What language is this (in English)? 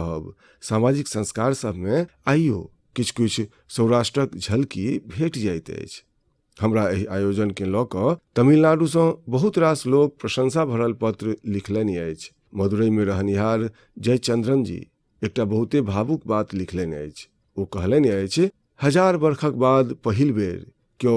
Maithili